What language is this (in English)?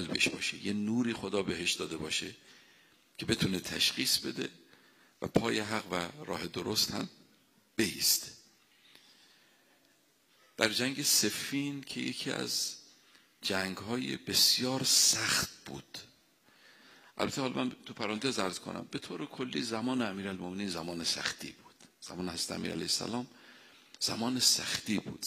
Persian